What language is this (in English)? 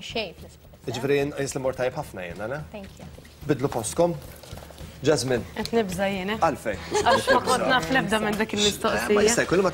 Maltese